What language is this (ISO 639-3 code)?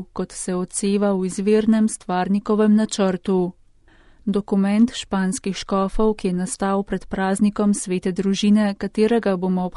slv